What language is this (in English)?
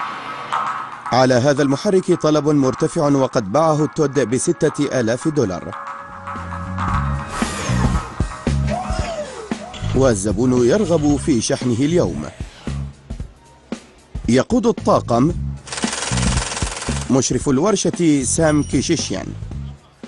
Arabic